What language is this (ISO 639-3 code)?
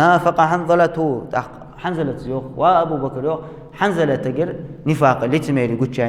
inh